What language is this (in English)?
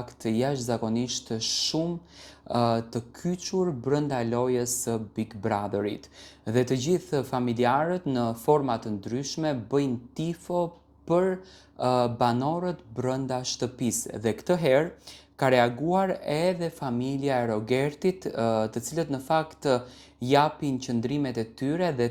Albanian